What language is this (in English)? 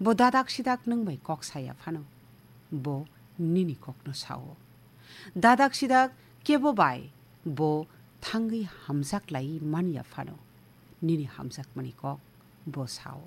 Kok Borok